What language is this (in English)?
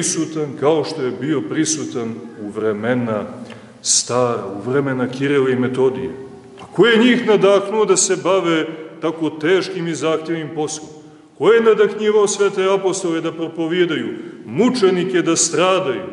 Serbian